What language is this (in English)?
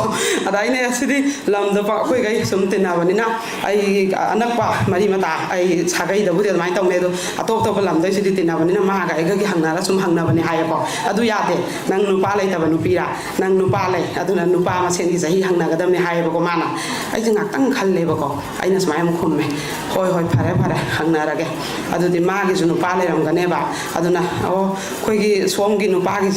Manipuri